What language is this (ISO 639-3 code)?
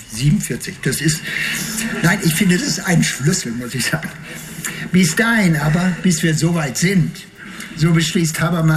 deu